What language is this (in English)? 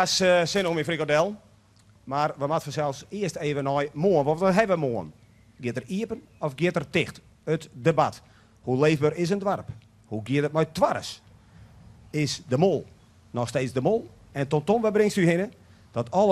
Western Frisian